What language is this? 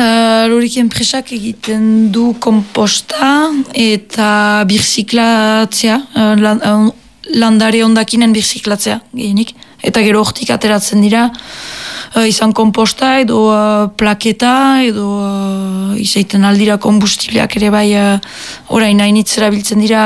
Basque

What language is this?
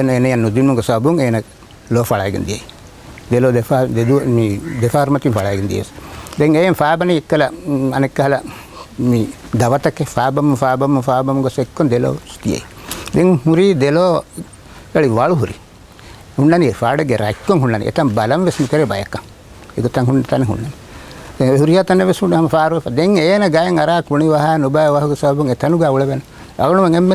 Divehi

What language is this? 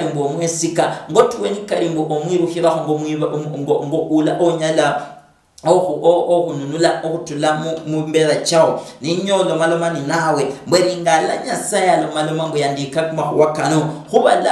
Luyia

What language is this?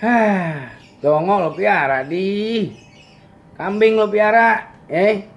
Betawi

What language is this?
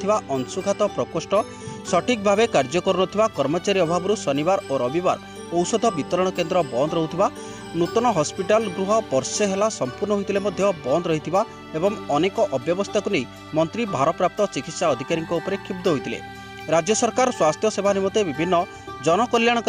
Odia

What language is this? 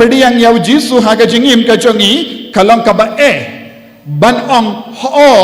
Khasi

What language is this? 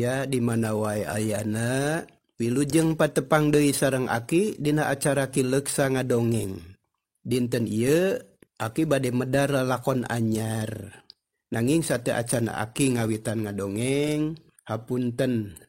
Sundanese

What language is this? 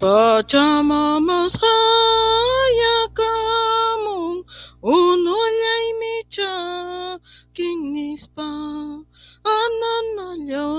Ayacucho Quechua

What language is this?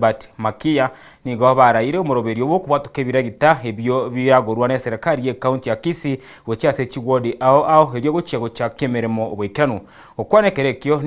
Gusii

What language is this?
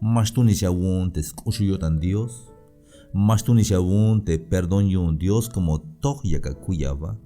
Tzeltal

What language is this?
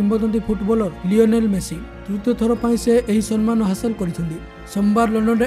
Odia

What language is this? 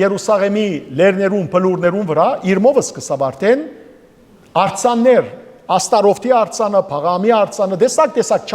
Western Armenian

